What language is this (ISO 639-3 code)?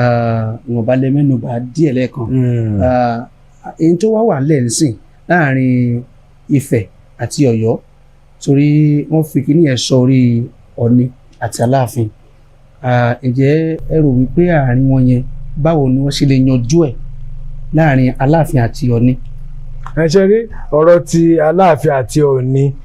yor